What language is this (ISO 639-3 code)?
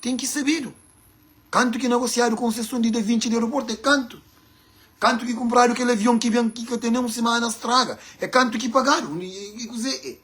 kea